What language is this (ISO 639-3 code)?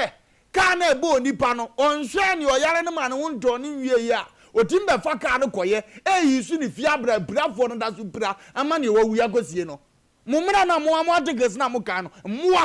aka